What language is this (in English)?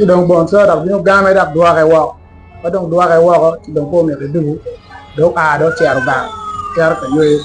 Acoli